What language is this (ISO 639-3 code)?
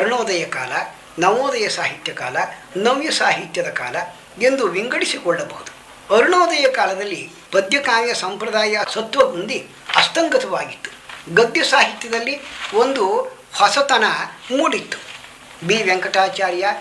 kan